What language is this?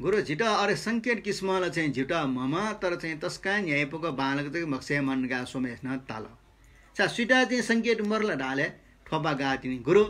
Newari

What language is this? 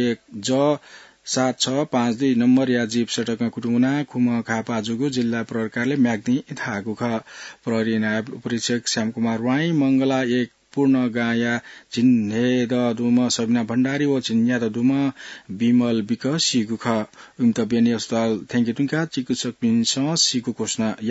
Newari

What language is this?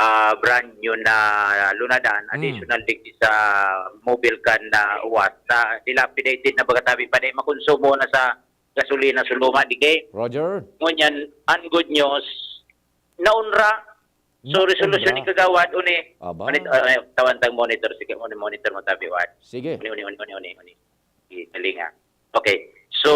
Bikol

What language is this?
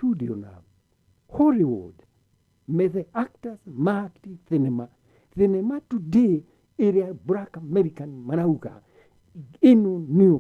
Kikuyu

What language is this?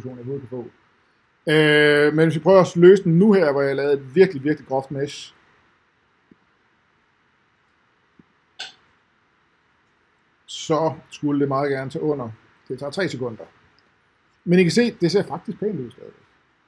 Danish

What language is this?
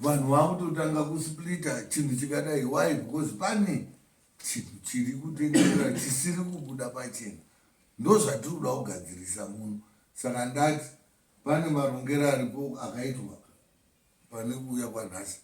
Shona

